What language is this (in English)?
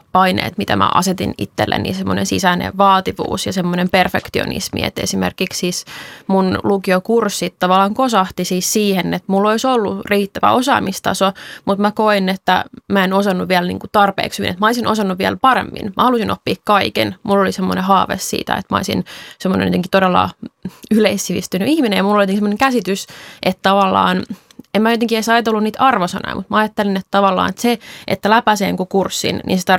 Finnish